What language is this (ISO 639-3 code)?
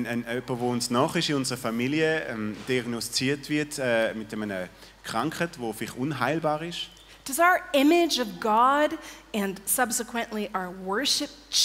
gsw